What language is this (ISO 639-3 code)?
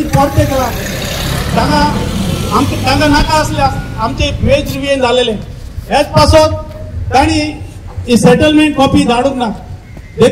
kok